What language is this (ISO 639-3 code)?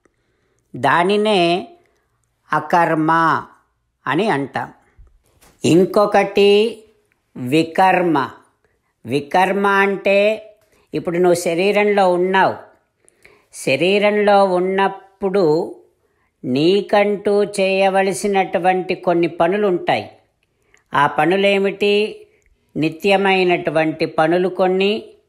tel